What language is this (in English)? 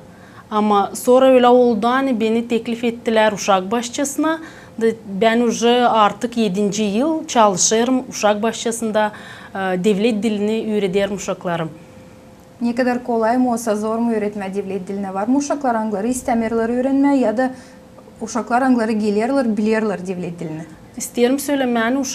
Gagauz